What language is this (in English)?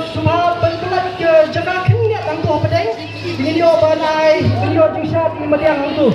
Khasi